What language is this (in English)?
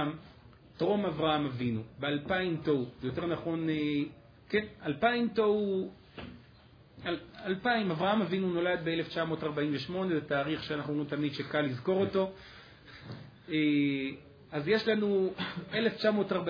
Hebrew